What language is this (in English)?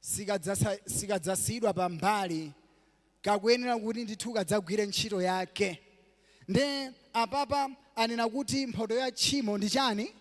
Nyanja